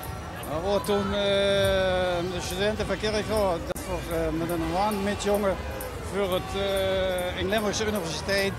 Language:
Limburgish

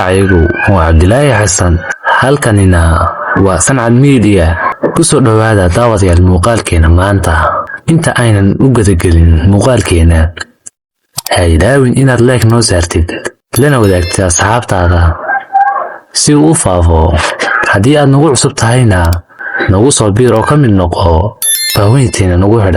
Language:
Somali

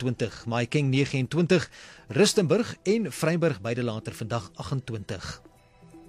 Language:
Afrikaans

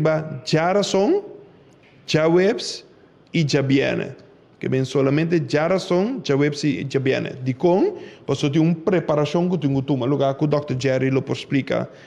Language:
Papiamento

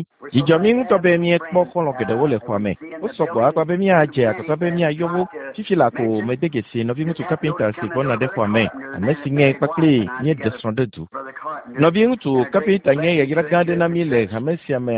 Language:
Ewe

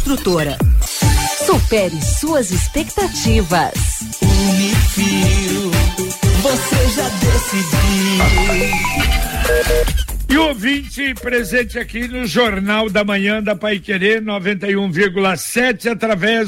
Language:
Portuguese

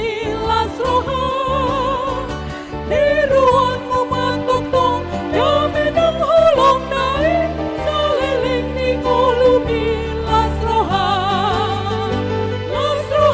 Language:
Batak Toba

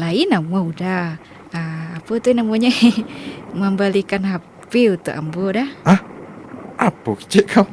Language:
Minangkabau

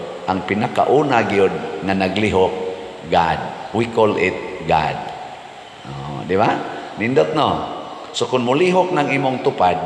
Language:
Cebuano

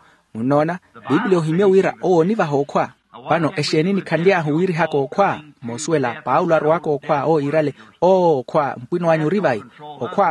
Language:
Makhuwa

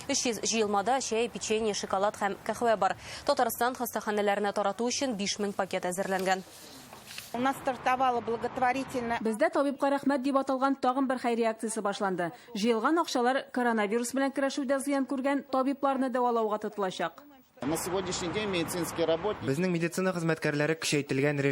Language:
Tatar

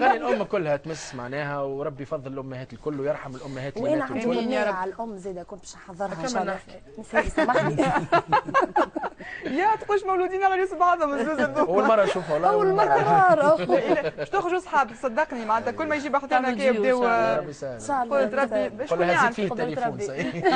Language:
Tunisian Arabic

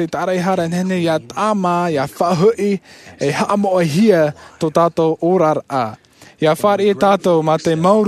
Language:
Tahitian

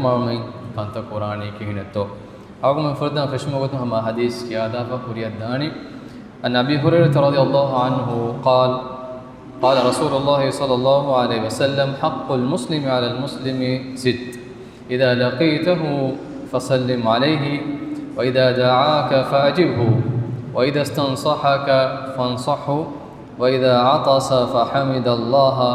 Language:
Divehi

